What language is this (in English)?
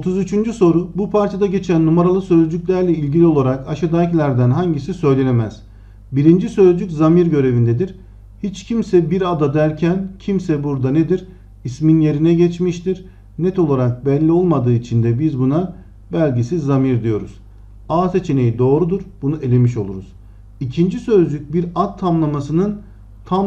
Turkish